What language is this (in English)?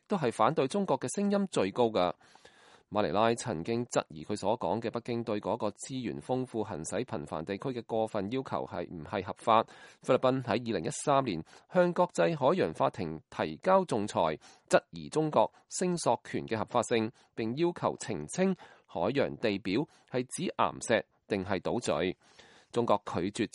Cantonese